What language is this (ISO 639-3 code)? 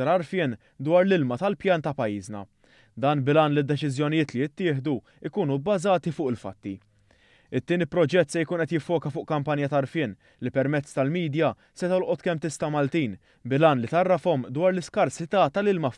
mlt